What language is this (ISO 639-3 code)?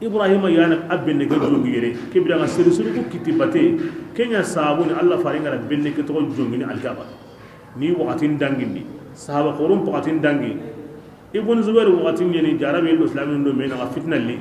bam